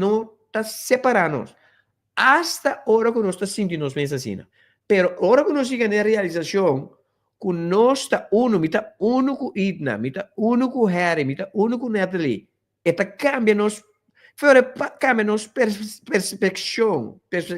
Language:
Papiamento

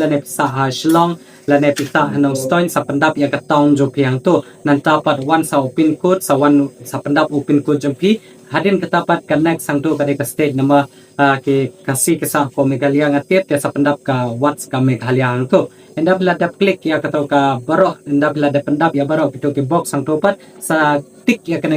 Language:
Khasi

